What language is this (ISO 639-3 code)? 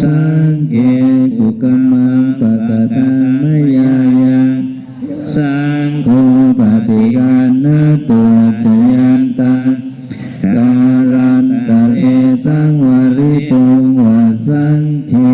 pli